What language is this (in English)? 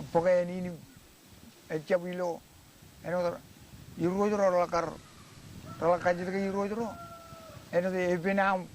Marshallese